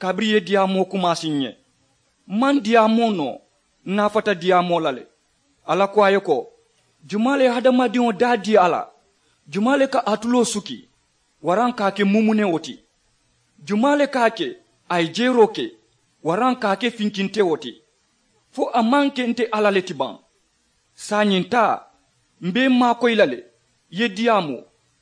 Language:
Mandingo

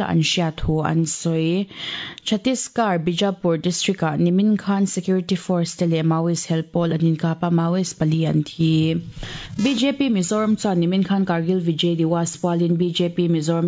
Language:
Mizo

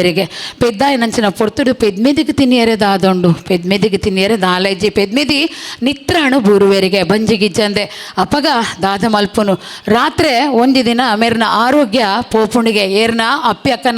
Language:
Tulu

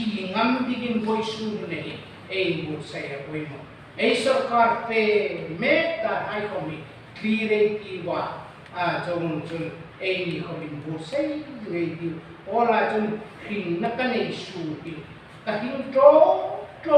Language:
Hmar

